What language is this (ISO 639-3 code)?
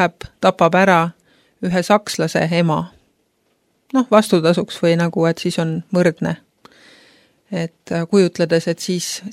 est